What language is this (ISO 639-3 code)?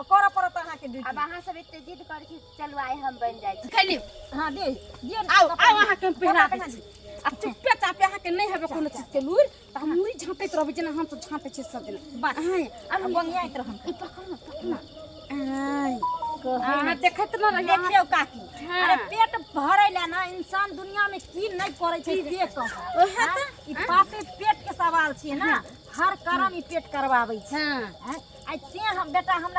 mai